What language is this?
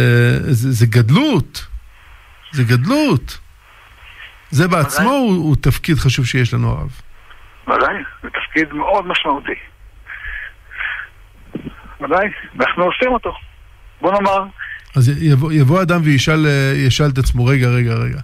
Hebrew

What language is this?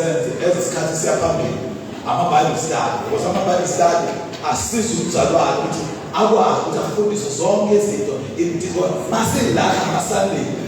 Zulu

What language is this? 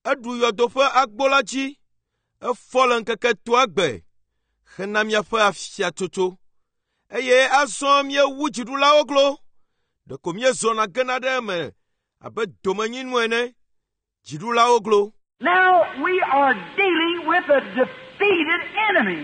Ewe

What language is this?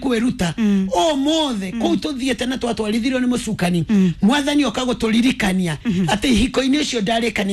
Kikuyu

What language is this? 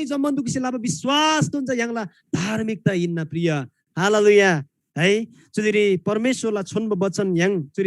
Eastern Tamang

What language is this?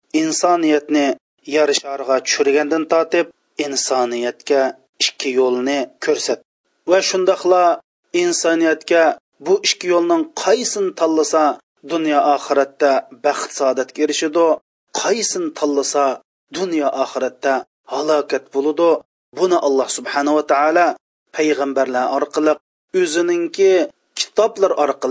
Uyghur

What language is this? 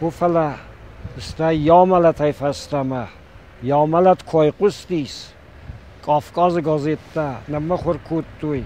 Ossetic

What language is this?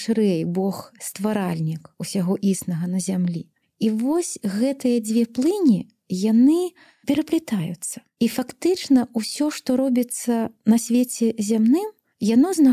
Belarusian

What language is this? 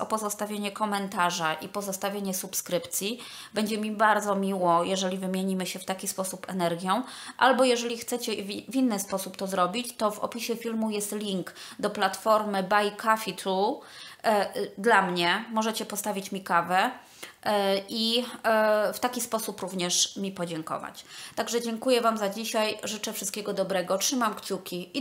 Polish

